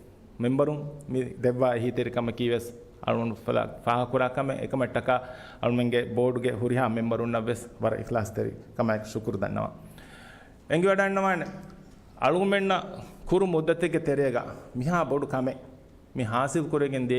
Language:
Divehi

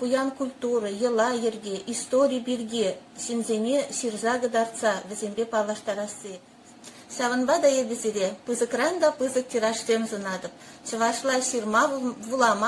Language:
Chuvash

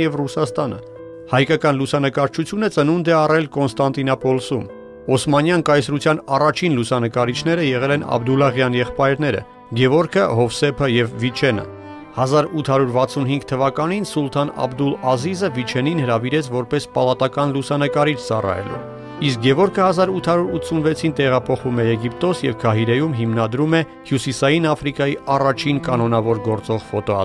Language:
Armenian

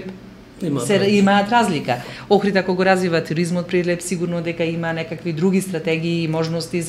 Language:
Macedonian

